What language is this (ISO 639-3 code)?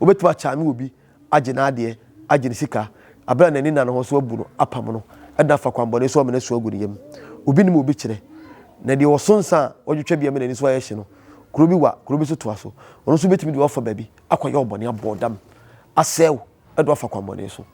aka